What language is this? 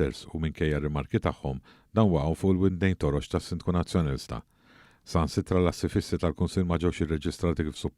Maltese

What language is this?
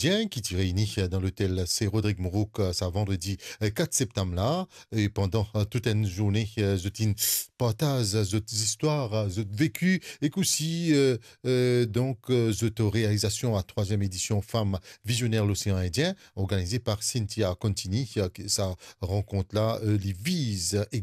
Morisyen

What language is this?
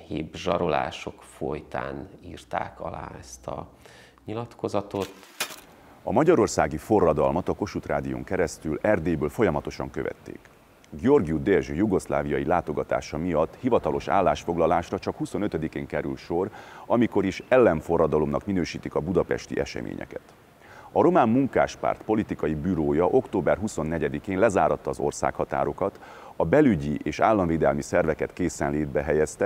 Hungarian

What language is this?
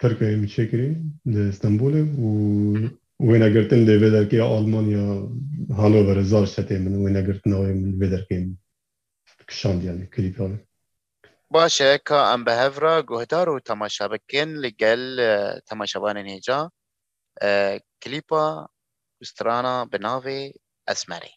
Kurdish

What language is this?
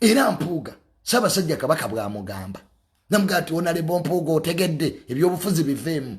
Ganda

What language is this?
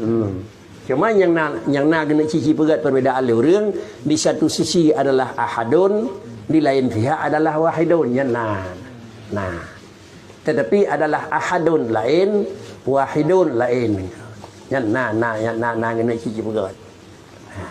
Achinese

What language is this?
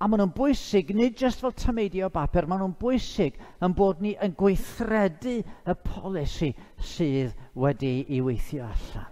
Welsh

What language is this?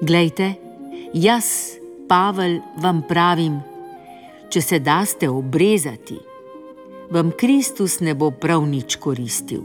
Slovenian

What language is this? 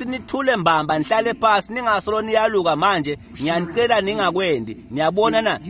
Swati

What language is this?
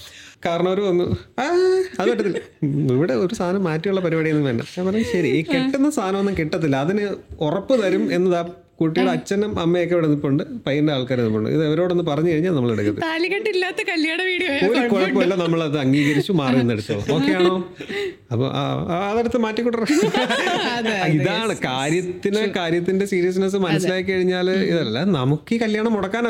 Malayalam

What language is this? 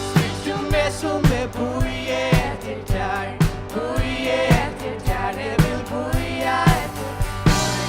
Faroese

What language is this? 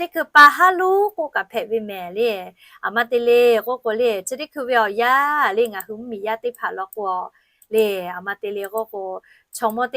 Lahu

